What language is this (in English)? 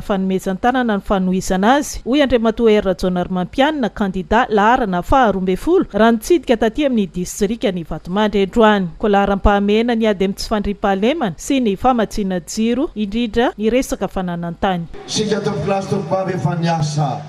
Malagasy